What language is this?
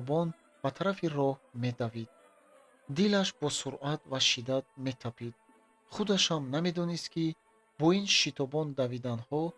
Tajik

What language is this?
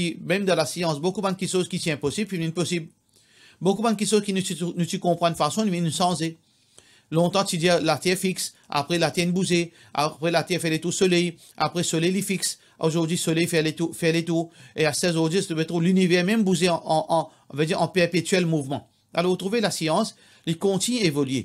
Morisyen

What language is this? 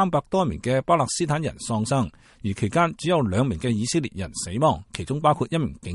Cantonese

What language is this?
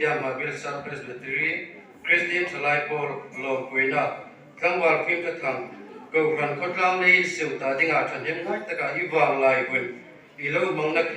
Hmar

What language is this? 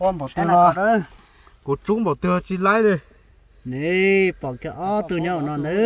Hmong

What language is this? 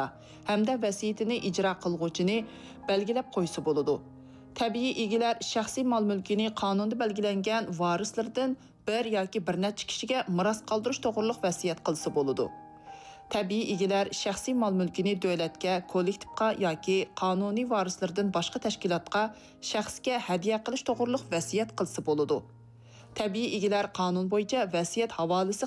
Uyghur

